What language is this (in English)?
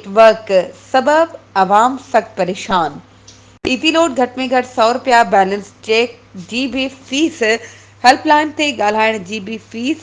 Sindhi